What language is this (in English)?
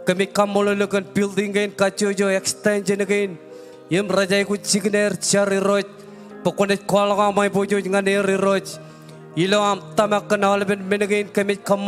Marshallese